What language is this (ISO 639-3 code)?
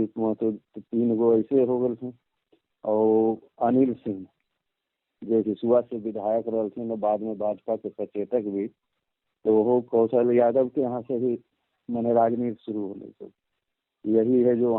mag